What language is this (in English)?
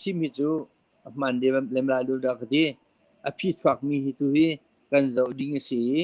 Hakha Chin